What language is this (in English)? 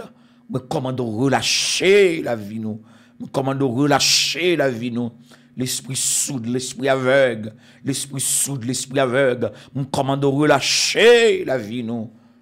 French